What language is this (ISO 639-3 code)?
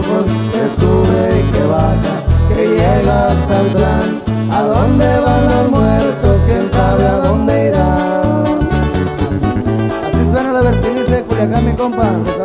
spa